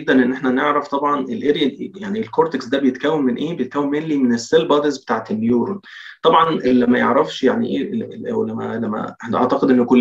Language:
Egyptian Arabic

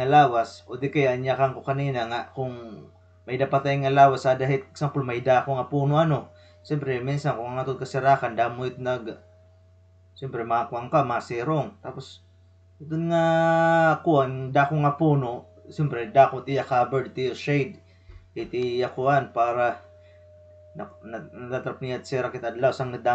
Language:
Waray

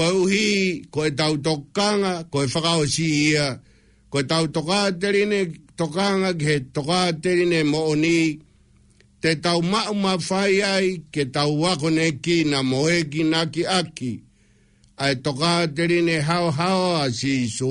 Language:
Tongan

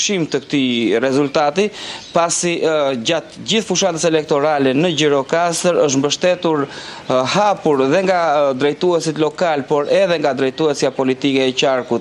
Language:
Albanian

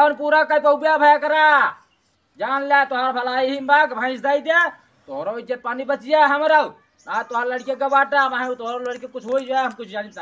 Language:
Awadhi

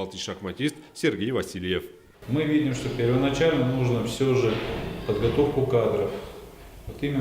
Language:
Udmurt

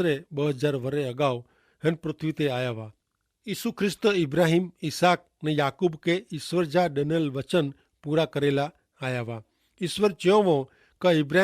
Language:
Kachhi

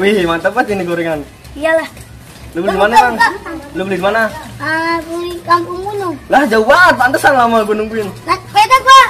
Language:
Betawi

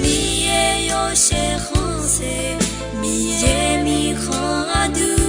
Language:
Akha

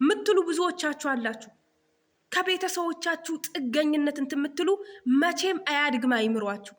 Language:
Amharic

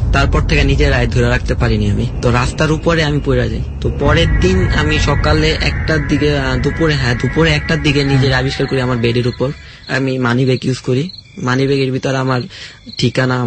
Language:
Bangla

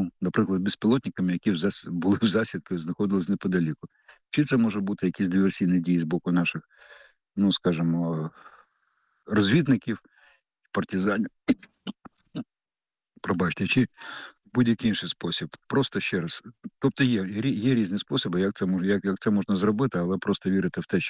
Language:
Ukrainian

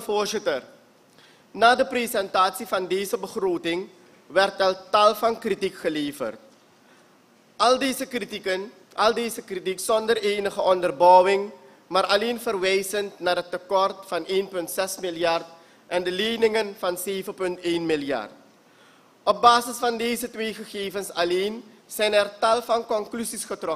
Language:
Dutch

